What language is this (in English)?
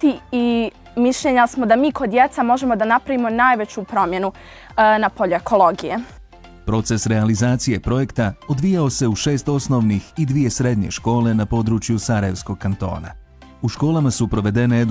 Bosnian